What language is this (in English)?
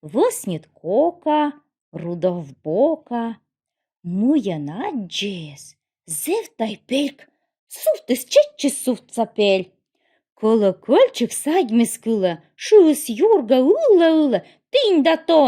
Komi